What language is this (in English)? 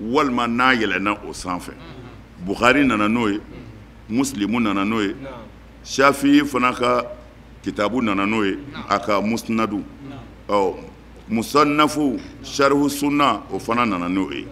Bambara